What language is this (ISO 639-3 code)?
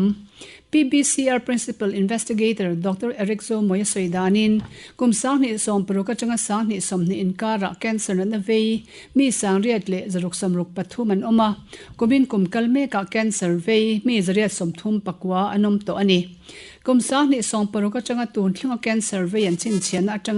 lus